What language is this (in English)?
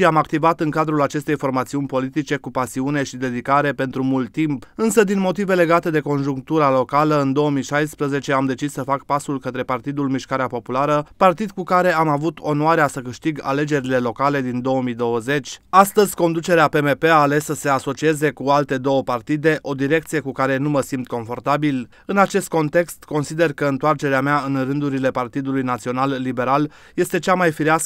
Romanian